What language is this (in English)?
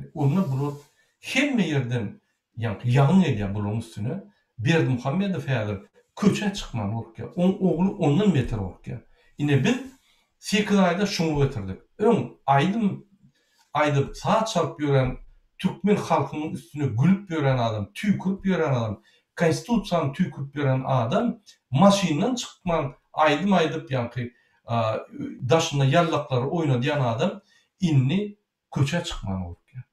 Turkmen